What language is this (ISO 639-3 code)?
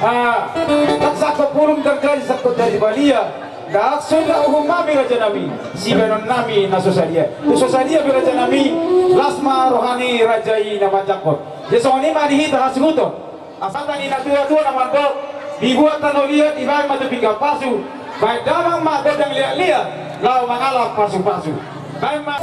bbc